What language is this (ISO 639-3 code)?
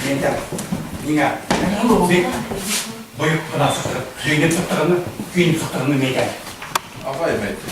bak